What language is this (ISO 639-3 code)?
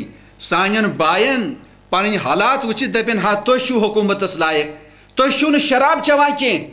kas